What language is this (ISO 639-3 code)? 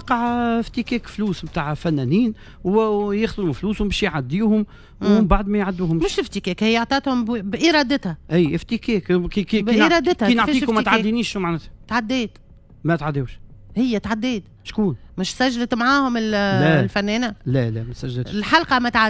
aeb